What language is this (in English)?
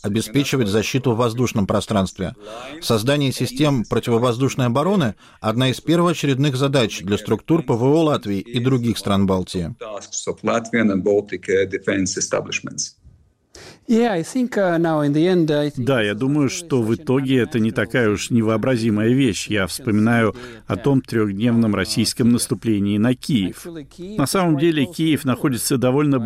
Russian